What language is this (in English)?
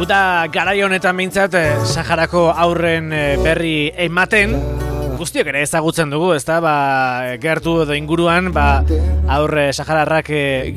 Basque